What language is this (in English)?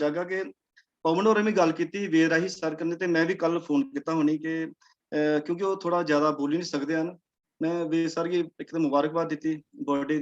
Dogri